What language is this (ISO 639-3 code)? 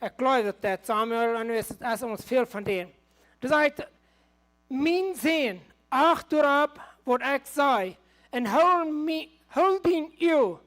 pdt